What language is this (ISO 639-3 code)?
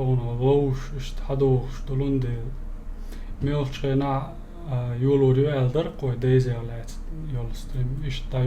che